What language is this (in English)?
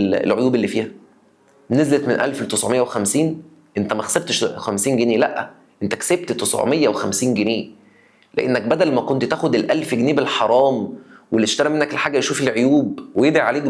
Egyptian Arabic